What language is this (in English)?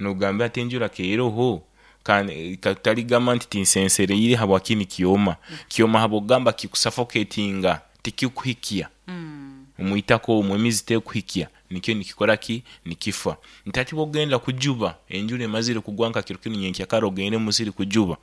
Nyoro